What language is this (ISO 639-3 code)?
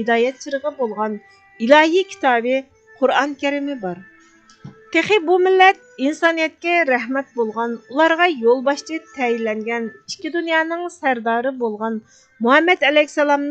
uig